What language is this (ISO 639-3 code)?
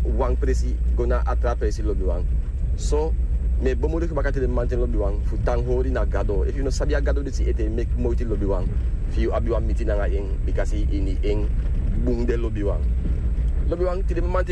srn